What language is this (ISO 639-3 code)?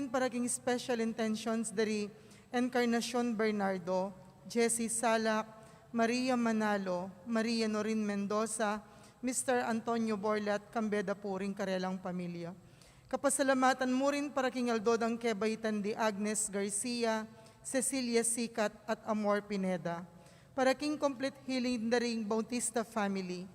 pam